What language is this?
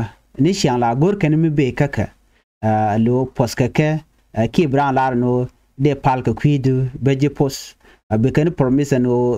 Nuer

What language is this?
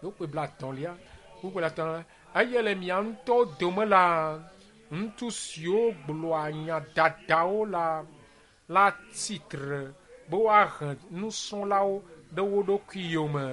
Ewe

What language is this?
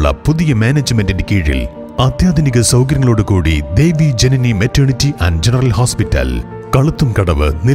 Malayalam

